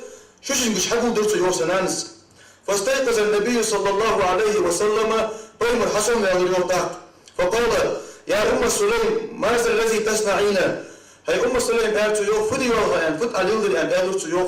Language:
Ingush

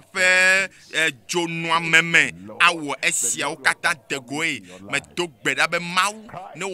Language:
Ewe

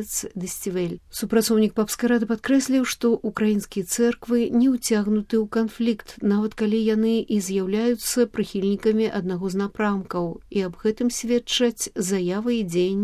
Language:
Belarusian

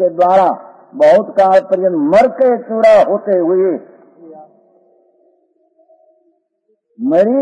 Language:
Gujarati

